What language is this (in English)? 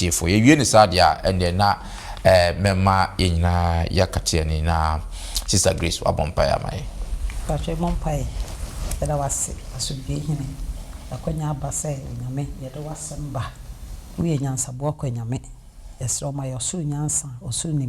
Akan